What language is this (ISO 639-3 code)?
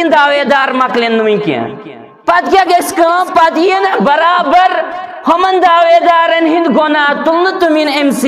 kas